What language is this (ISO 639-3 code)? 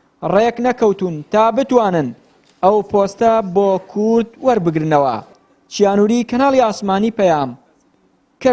ckb